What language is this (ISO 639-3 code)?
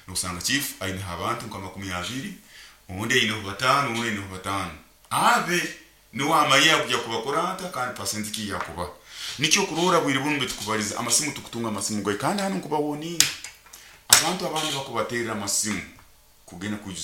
nyo